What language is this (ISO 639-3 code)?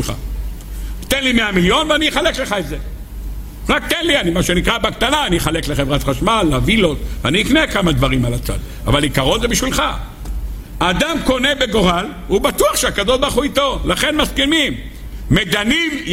heb